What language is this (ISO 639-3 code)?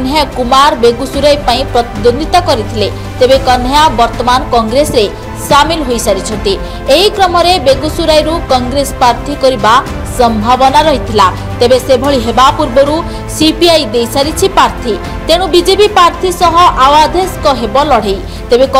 ori